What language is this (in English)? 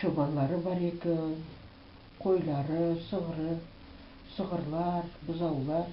Crimean Tatar